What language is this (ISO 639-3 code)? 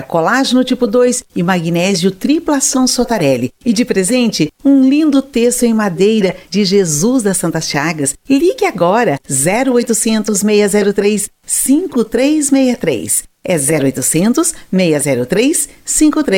por